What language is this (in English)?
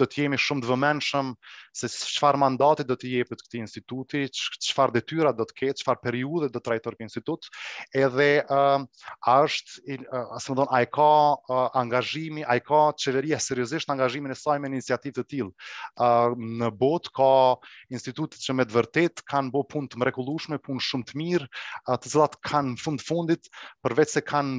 Serbian